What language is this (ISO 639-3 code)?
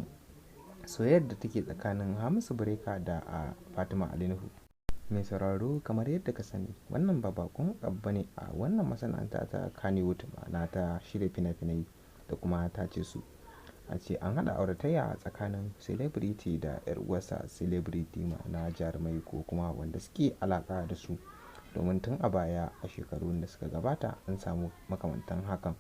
hau